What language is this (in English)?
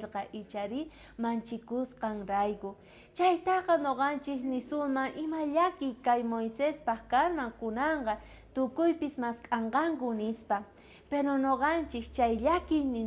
South Bolivian Quechua